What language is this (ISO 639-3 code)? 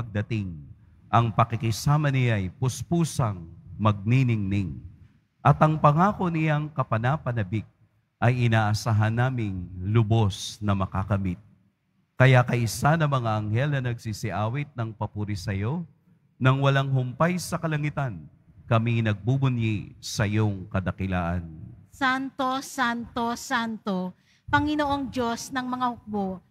fil